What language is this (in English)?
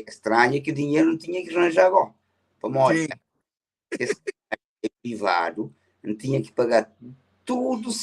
Kabuverdianu